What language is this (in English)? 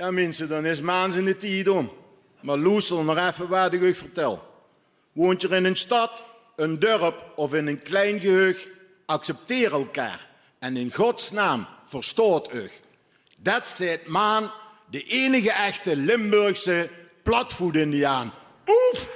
Limburgish